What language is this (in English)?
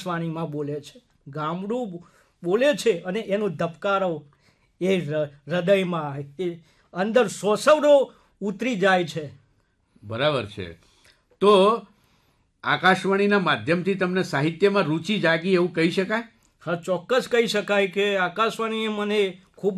Gujarati